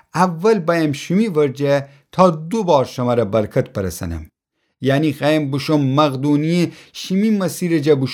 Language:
Gilaki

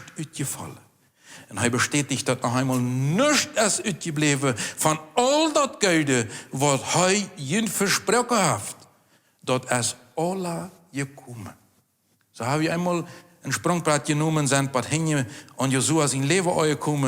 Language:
Plautdietsch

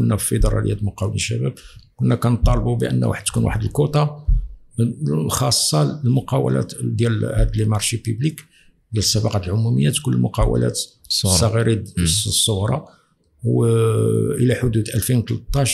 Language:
Moroccan Arabic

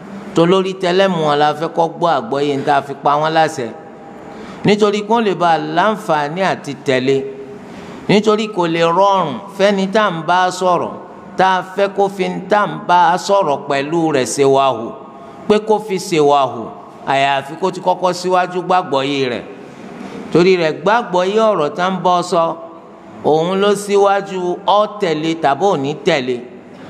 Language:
Yoruba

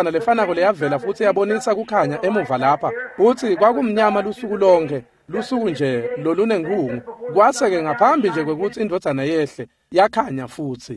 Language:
Swati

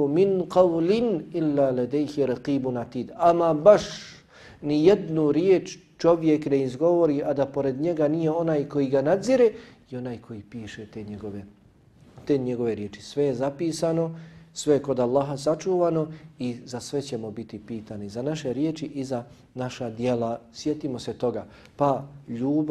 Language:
Bosnian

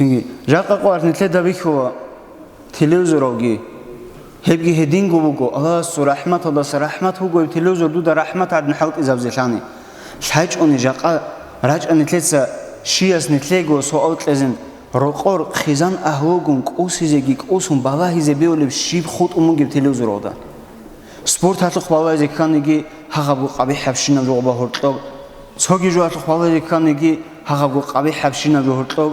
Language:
Avaric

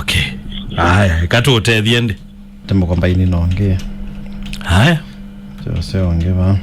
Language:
Kamba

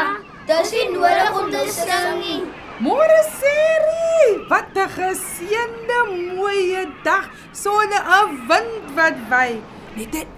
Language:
Afrikaans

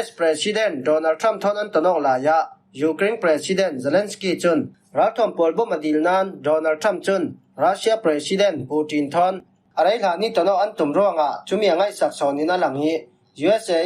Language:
Falam Chin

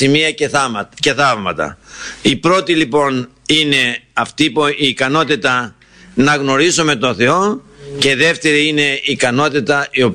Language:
Greek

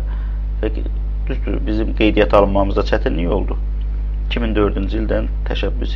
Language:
Azerbaijani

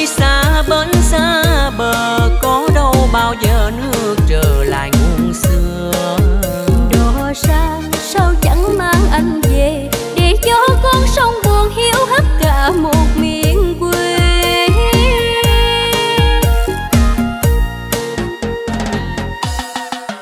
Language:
Vietnamese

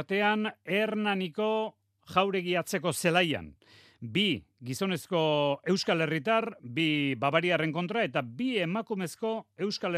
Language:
Basque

